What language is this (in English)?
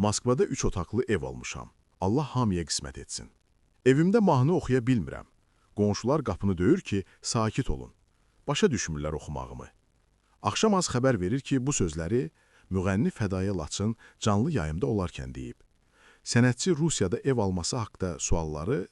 Azerbaijani